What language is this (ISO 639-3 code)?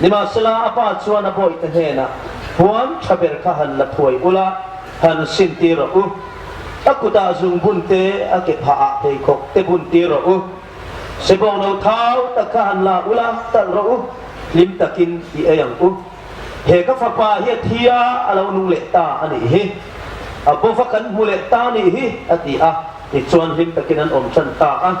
hmr